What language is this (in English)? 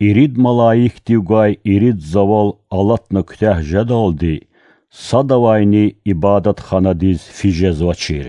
Lezghian